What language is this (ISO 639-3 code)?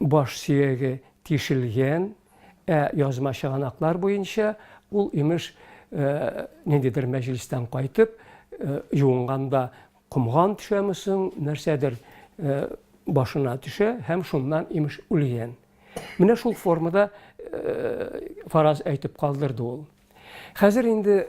tat